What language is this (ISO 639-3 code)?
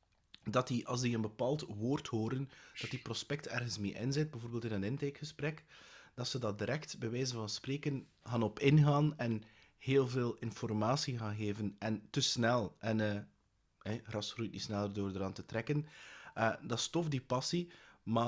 nld